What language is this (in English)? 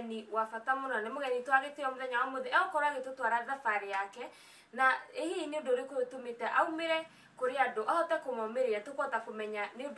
Kikuyu